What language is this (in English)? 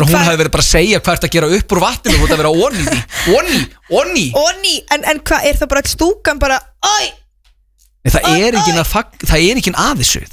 Icelandic